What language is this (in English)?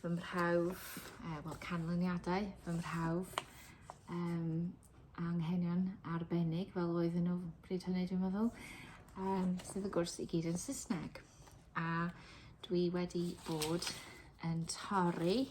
Welsh